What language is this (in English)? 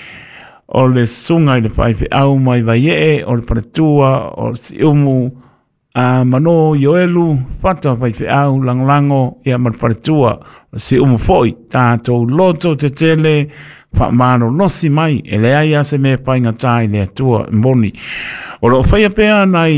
Samoan